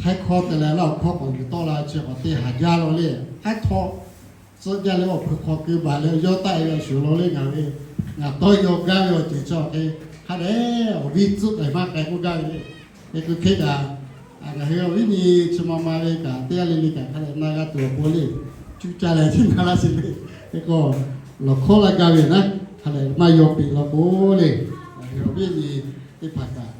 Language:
Lahu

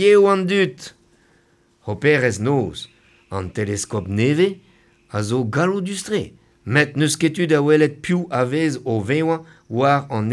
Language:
Breton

